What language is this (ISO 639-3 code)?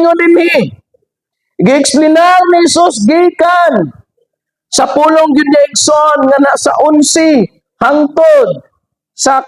ceb